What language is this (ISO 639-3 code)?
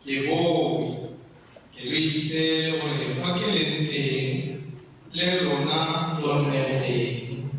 tsn